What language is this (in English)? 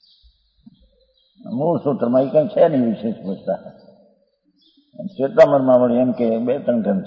Gujarati